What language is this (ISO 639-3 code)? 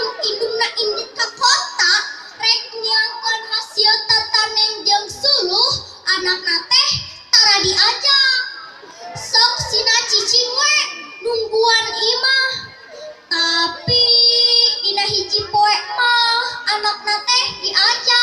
sun